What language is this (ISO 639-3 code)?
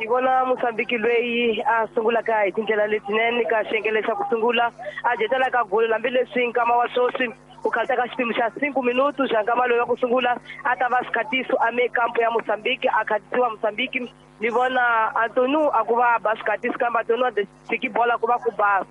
tso